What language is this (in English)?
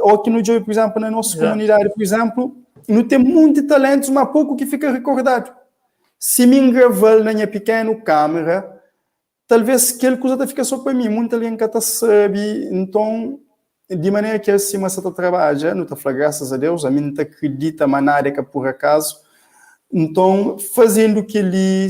Kabuverdianu